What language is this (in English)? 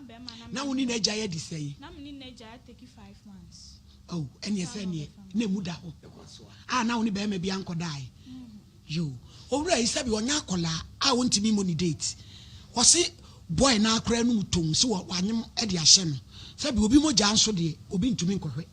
Akan